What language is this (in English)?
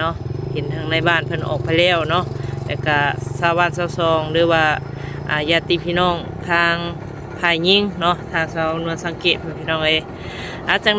Northeastern Thai